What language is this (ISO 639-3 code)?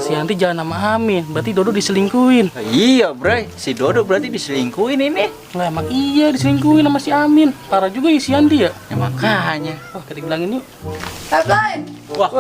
bew